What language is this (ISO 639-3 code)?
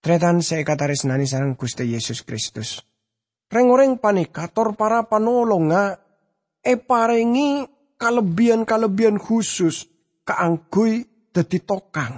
mad